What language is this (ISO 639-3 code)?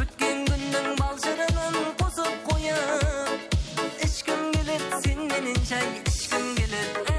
kaa